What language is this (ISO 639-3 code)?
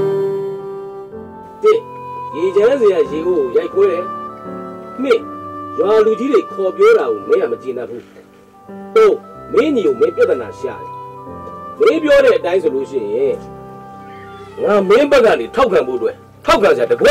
mya